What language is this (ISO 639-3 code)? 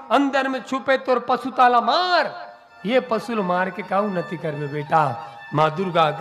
hne